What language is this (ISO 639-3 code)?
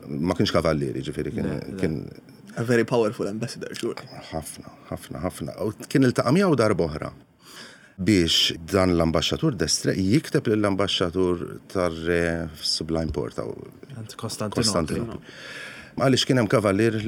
mlt